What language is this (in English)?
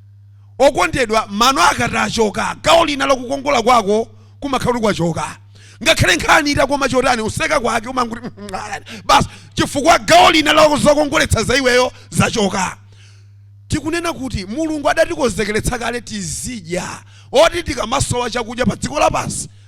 Nyanja